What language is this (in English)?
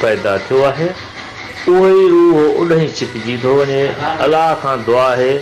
Sindhi